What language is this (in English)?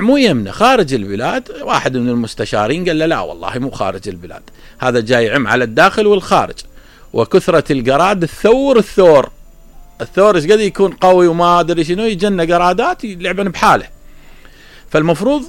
Mesopotamian Arabic